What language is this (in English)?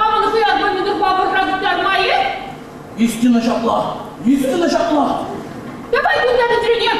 Chuvash